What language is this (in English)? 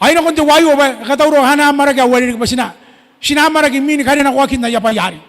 Gilbertese